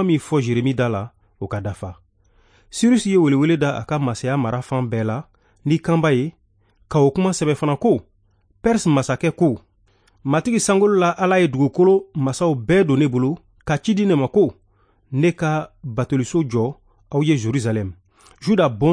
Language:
Bambara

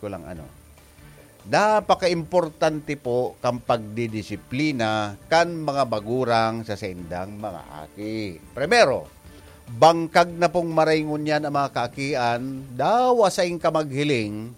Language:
Bikol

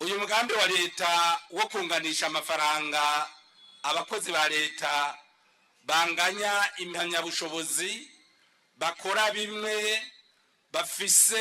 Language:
Rundi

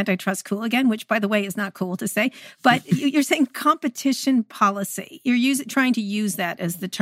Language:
English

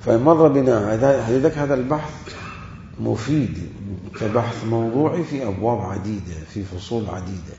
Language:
Mesopotamian Arabic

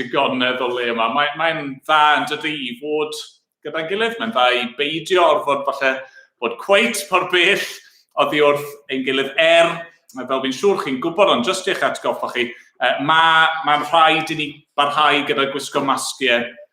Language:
Welsh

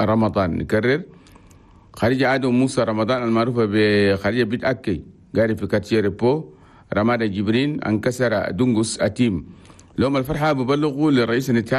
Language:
Chadian Arabic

